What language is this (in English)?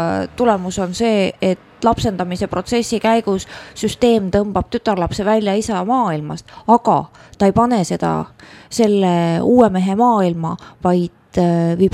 Estonian